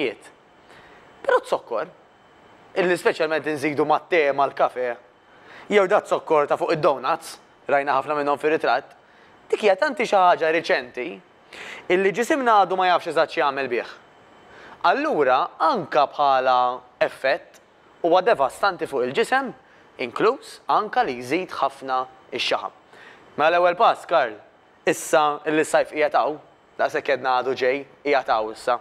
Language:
Maltese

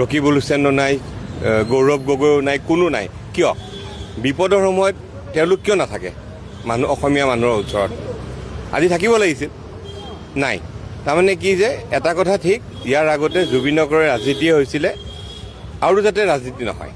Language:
Assamese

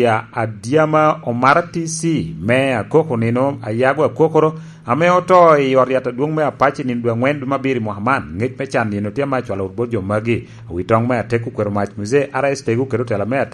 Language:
Lango (Uganda)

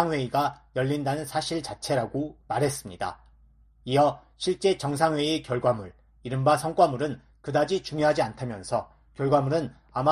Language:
Korean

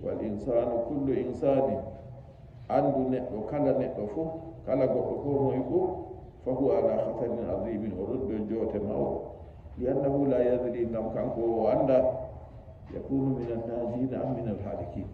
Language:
Nigerian Fulfulde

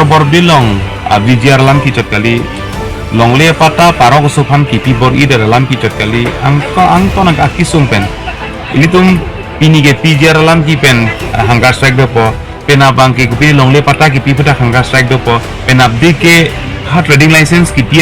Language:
Karbi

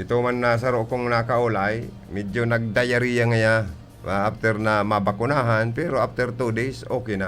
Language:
Bikol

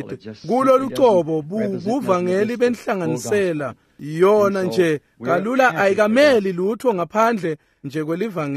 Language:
Swati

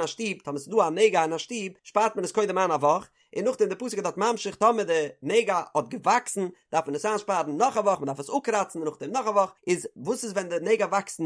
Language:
Yiddish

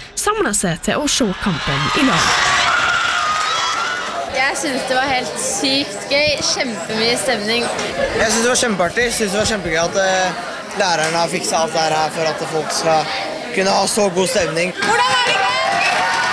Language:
Norwegian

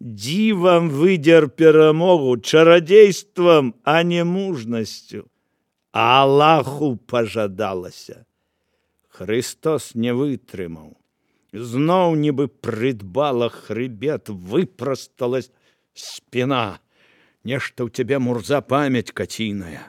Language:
Belarusian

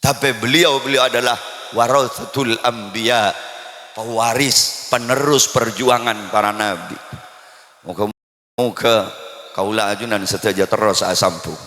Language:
Madurese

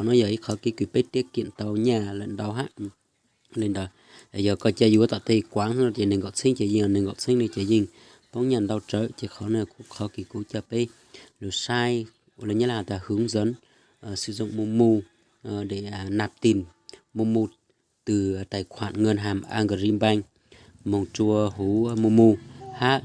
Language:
Hmong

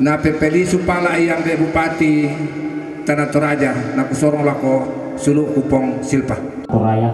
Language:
Toraja-Sa'dan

